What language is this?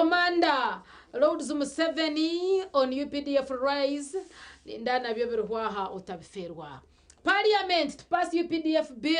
Nyankole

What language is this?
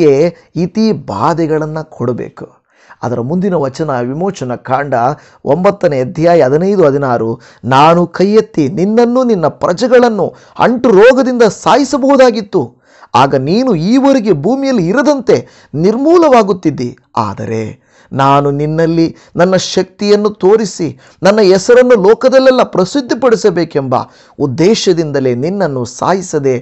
Kannada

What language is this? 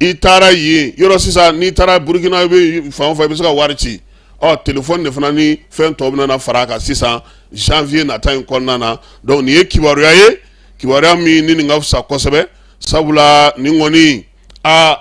Bambara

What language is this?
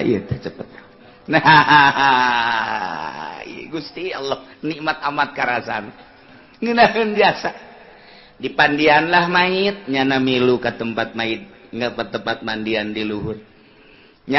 Sundanese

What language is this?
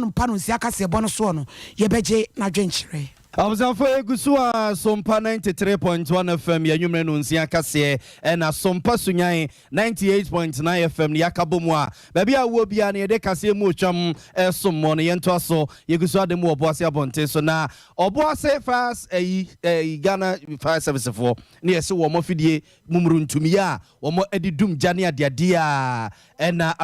Akan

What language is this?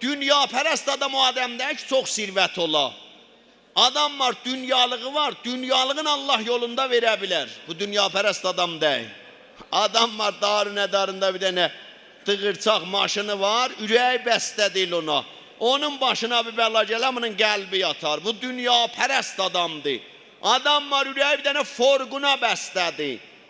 South Azerbaijani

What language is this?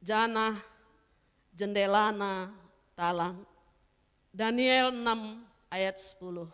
Batak Karo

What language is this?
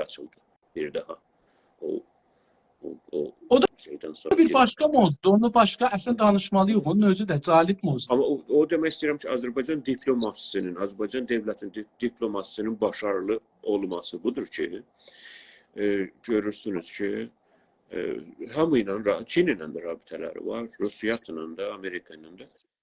South Azerbaijani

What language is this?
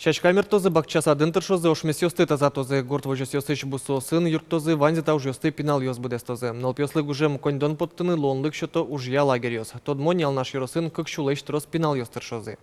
Udmurt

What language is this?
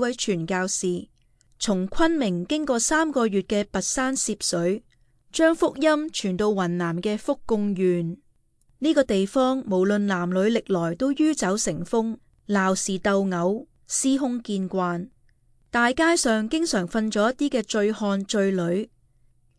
Cantonese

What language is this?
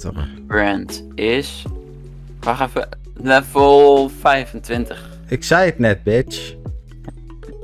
Dutch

